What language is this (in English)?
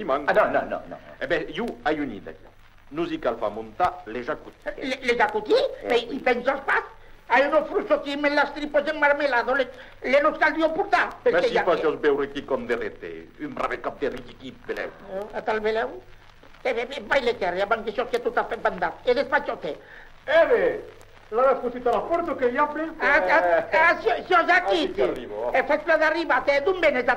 Occitan